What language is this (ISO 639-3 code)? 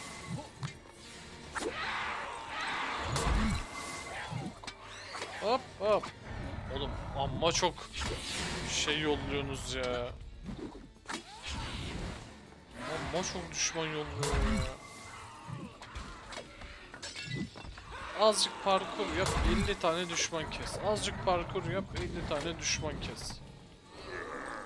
tur